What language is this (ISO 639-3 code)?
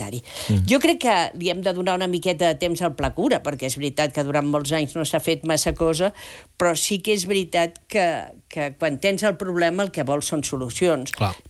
cat